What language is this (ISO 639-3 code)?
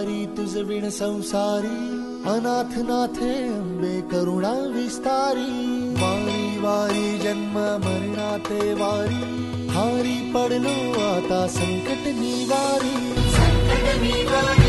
mar